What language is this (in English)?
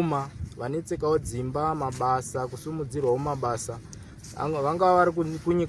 Shona